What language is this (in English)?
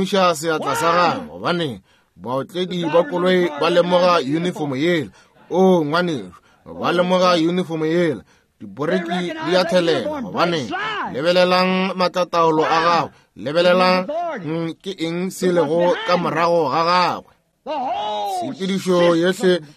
Northern Sotho